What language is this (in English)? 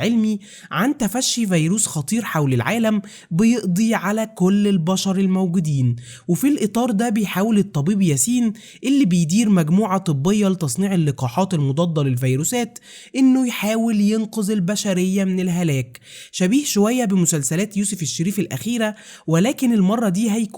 Egyptian Arabic